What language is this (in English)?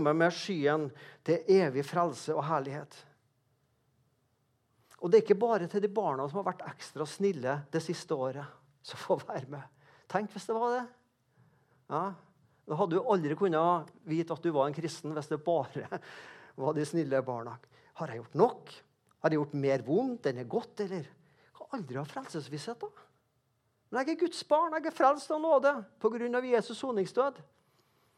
Norwegian